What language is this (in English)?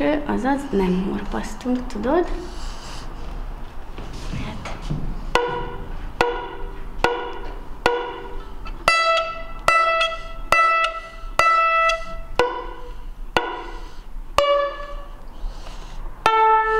Hungarian